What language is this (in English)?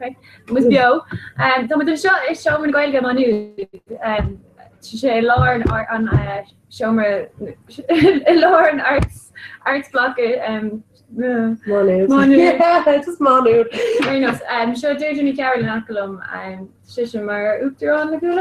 Irish